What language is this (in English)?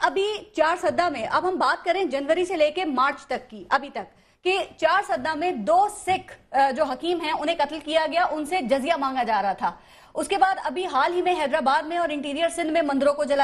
Urdu